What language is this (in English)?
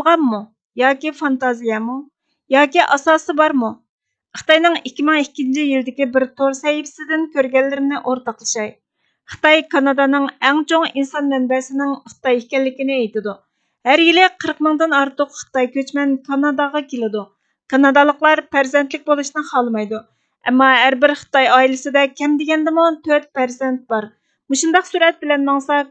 Uyghur